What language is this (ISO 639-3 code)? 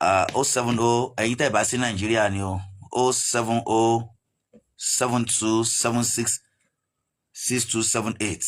yor